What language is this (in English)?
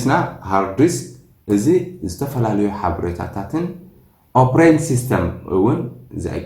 Tigrinya